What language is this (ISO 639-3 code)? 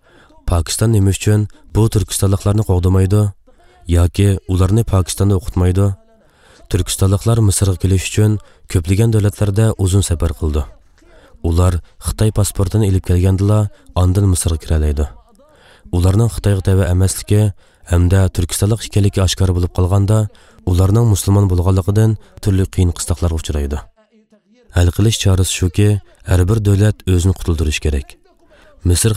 uig